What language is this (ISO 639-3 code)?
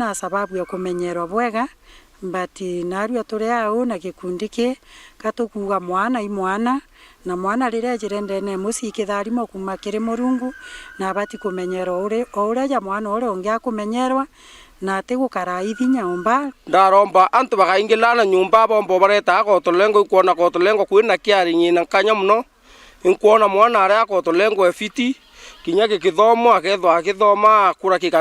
mer